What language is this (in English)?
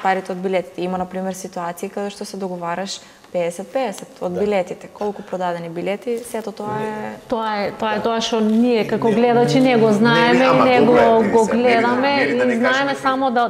Macedonian